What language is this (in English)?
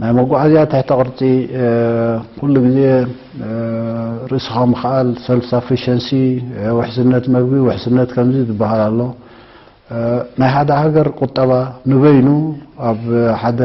Tigrinya